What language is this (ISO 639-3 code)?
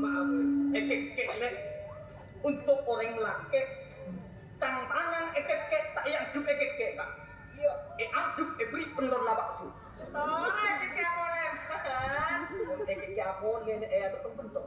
mad